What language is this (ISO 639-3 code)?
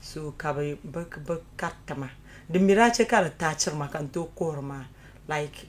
dag